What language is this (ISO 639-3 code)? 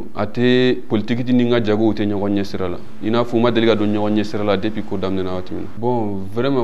bam